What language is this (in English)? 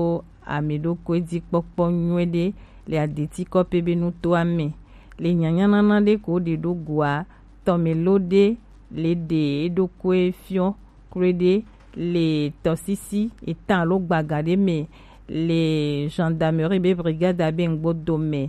Gen